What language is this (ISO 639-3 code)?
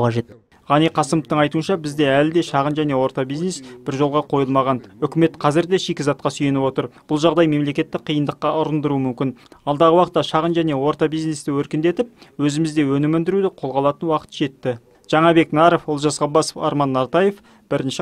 kaz